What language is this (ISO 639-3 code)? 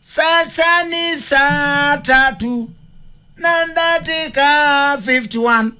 kam